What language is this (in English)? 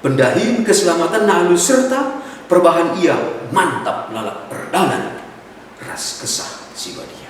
Batak Karo